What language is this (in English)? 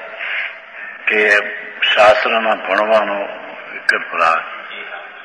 Gujarati